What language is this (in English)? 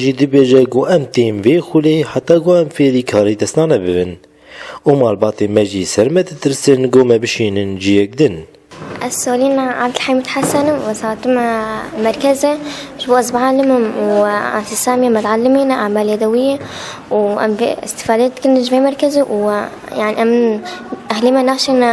Kurdish